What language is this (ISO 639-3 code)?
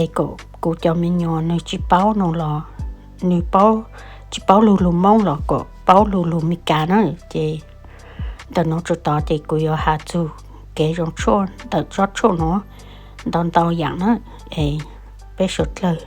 hmn